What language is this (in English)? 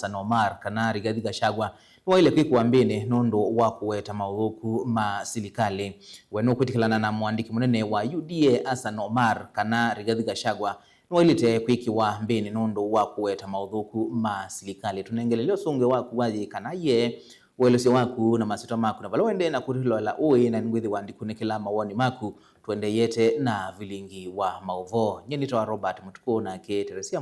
Kamba